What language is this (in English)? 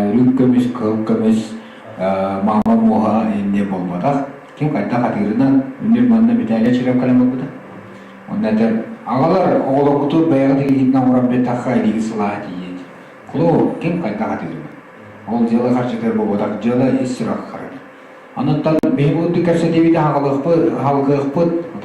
Yakut